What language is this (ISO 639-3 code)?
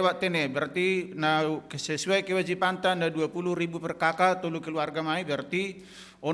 bts